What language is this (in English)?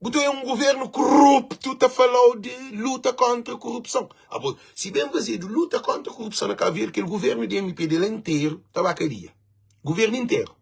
Kabuverdianu